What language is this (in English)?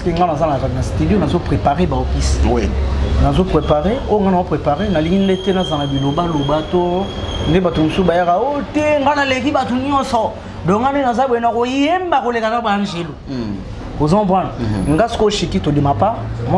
Lingala